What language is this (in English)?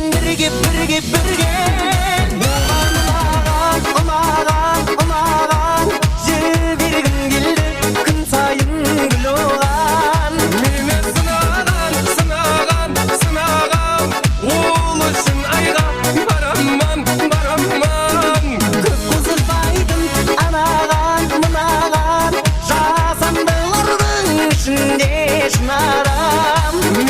Kara-Kalpak